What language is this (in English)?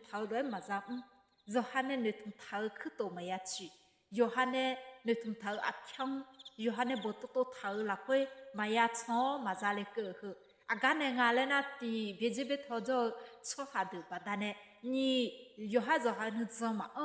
Akha